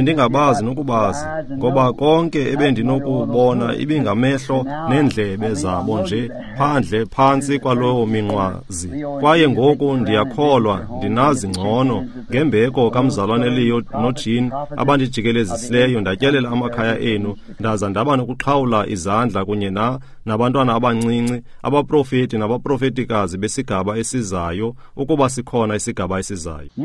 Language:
Xhosa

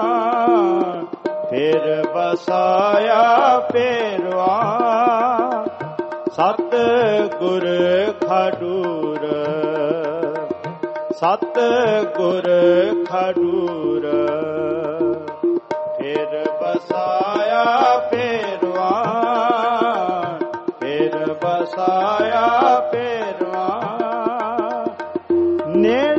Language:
Punjabi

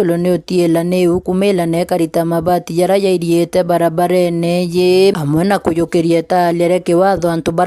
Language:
Meru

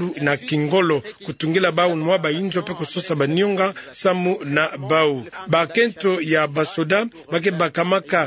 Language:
Kituba (Democratic Republic of Congo)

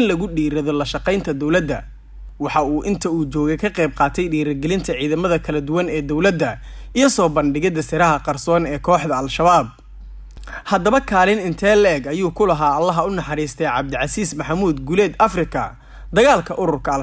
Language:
Somali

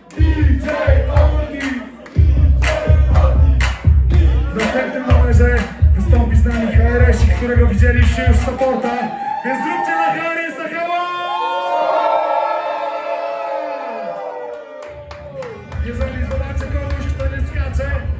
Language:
Polish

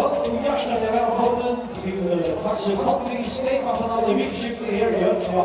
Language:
Faroese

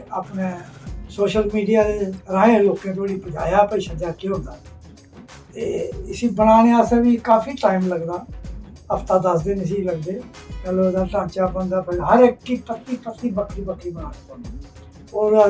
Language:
Dogri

